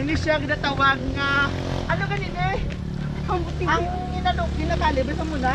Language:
Hiligaynon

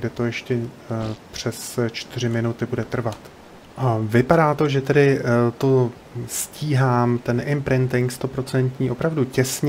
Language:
Czech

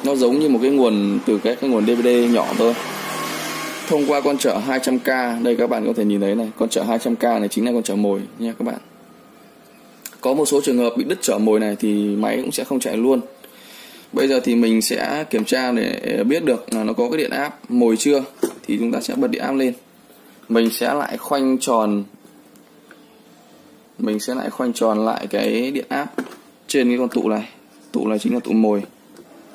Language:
Vietnamese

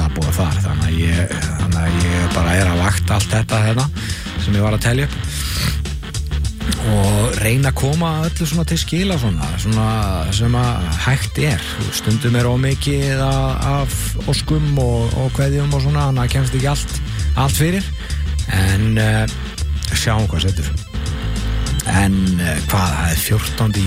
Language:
Icelandic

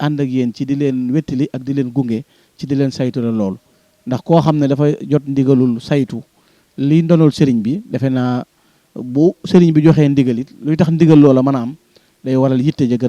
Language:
Wolof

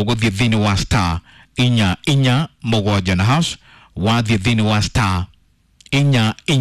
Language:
Kikuyu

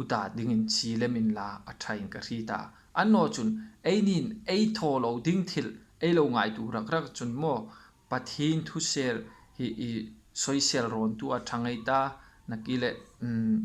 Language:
Hmar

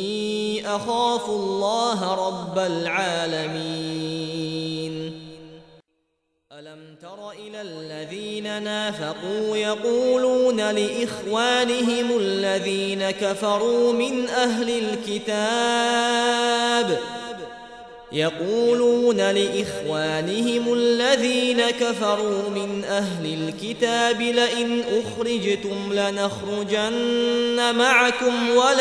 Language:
Arabic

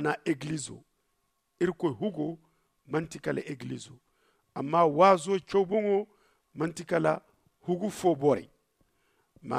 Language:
Zarma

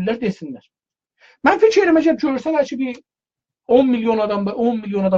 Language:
South Azerbaijani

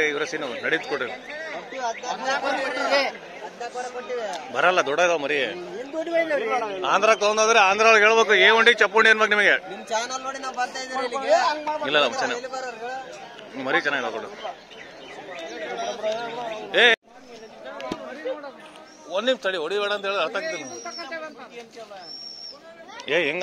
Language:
Kannada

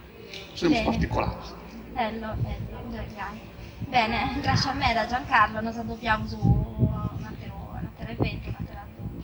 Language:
Sardinian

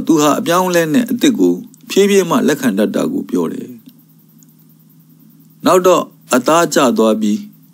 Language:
Burmese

